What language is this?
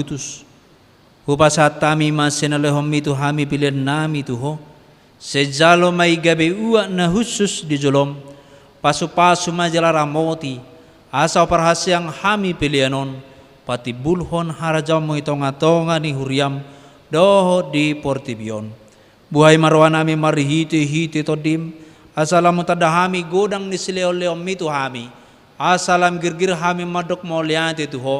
Batak Toba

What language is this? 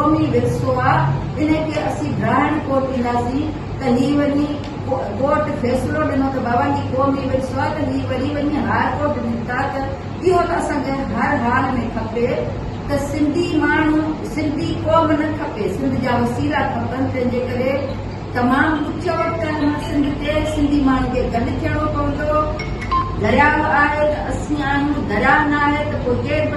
Sindhi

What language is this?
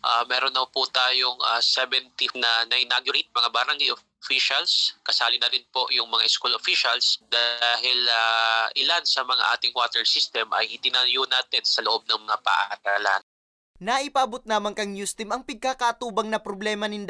Bikol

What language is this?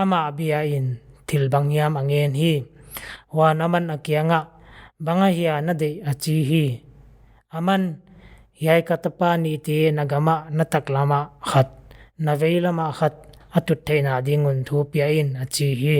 Paite Chin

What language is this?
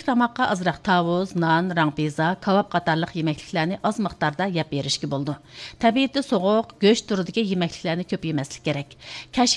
Uyghur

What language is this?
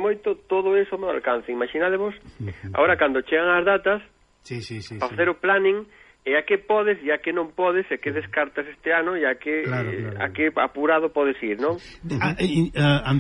Galician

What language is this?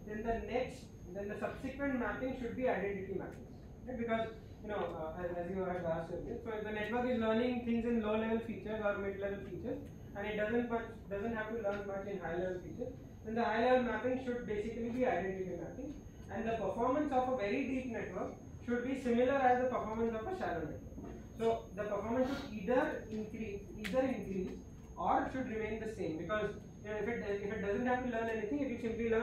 English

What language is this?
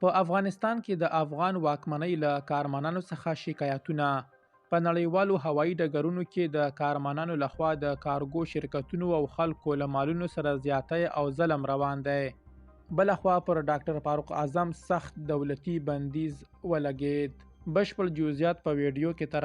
Pashto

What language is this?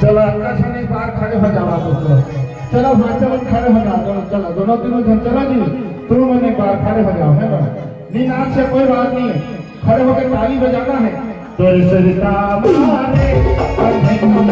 Chhattisgarhi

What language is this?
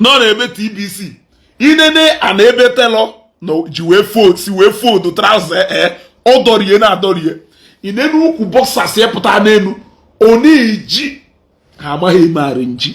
Igbo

